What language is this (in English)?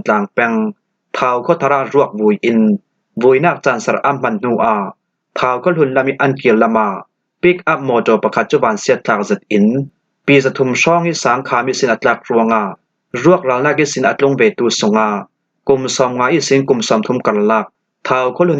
Falam Chin